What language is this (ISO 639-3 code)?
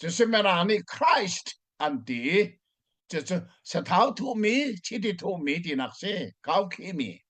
cnh